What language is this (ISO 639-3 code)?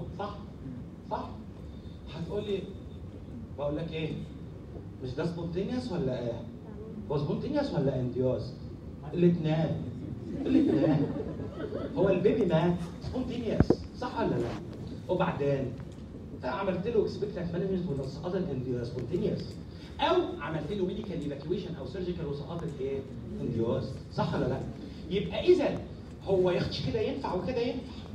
arz